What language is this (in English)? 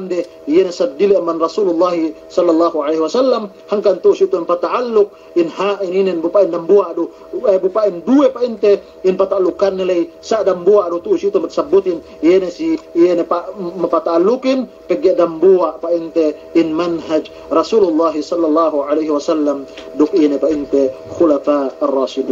Yakan